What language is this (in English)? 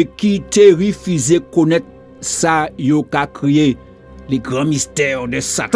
Guadeloupean Creole French